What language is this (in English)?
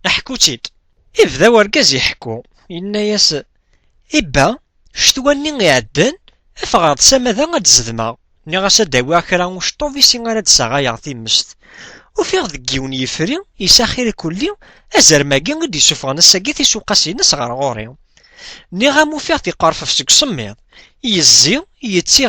Kabyle